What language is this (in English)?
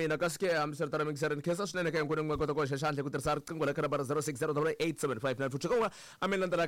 Tsonga